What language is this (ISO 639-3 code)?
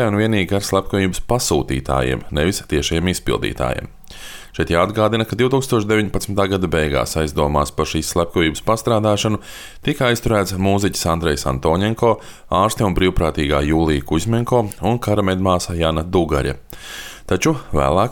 lav